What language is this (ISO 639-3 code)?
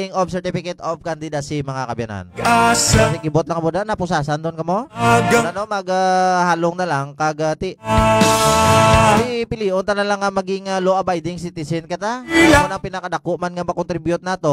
hil